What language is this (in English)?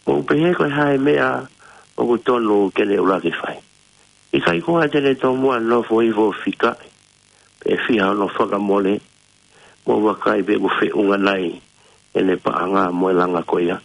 Tongan